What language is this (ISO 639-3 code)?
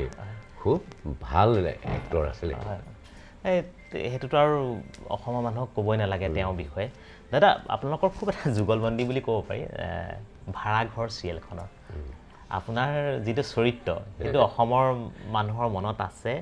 asm